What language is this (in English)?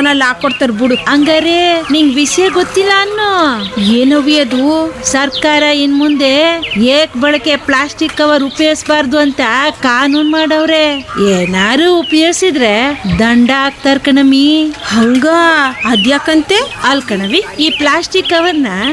Kannada